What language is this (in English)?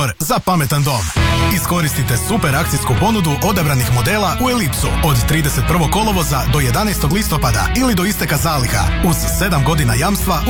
Croatian